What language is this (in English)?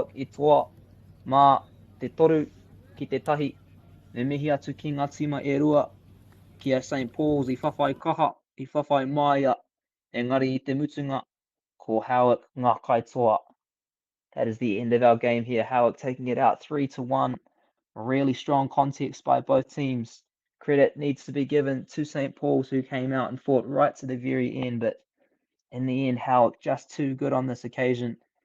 Māori